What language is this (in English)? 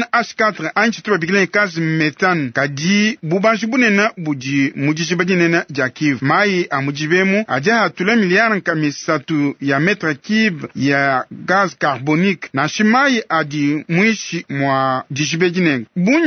Luba-Lulua